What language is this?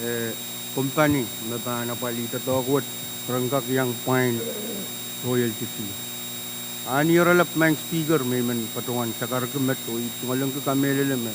Pohnpeian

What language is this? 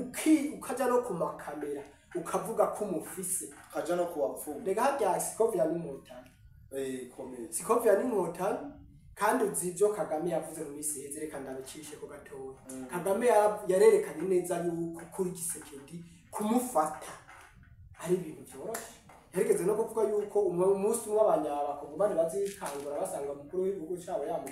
Rundi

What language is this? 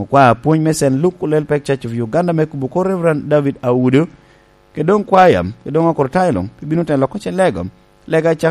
Lango (Uganda)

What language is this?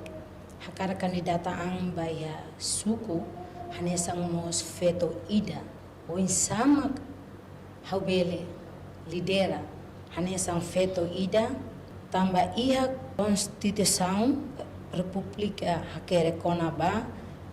Tetum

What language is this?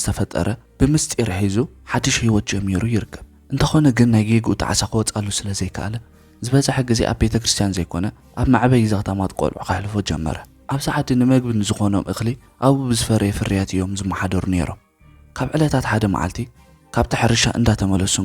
Tigrinya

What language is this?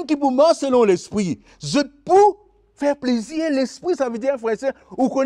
Morisyen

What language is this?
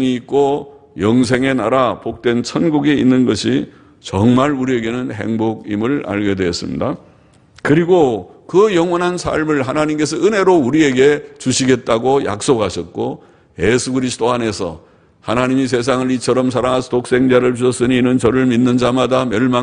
Korean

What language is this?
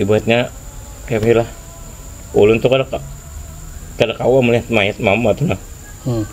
Banjar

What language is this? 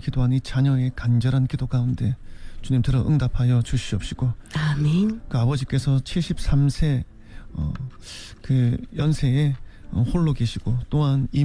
Korean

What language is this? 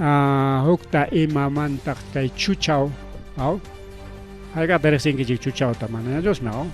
Ayacucho Quechua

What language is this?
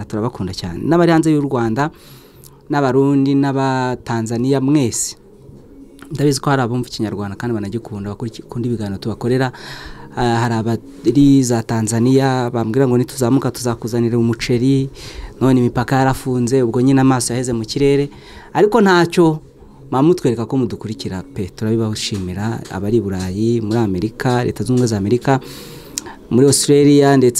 Kinyarwanda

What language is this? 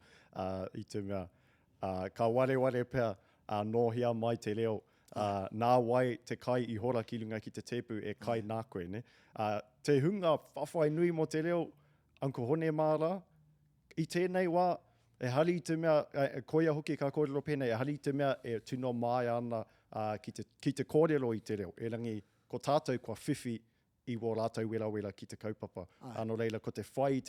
Māori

